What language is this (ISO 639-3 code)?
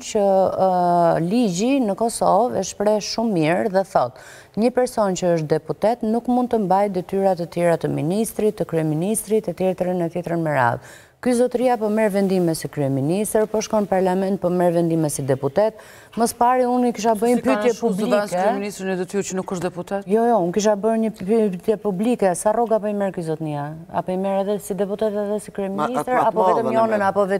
sqi